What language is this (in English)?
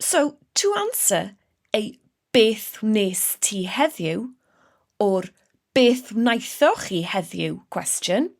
Welsh